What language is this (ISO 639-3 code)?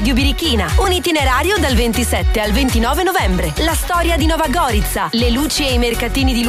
ita